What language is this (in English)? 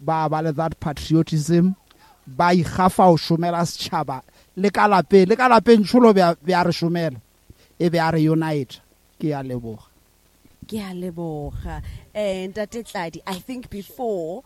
Northern Sotho